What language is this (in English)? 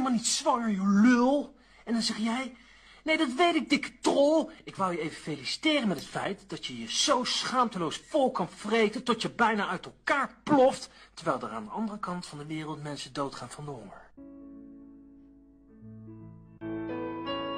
Dutch